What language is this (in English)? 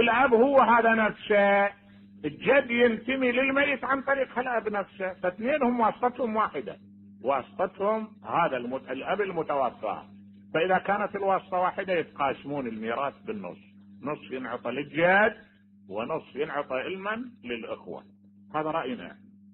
Mesopotamian Arabic